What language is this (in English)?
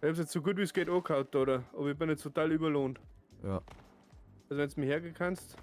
Bavarian